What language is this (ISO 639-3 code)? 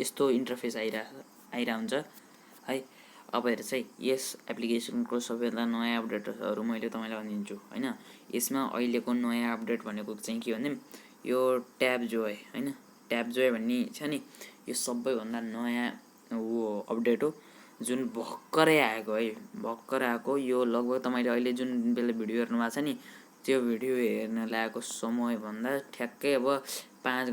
nep